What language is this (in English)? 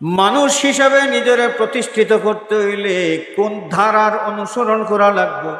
Sylheti